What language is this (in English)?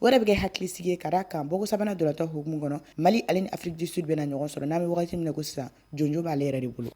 Bambara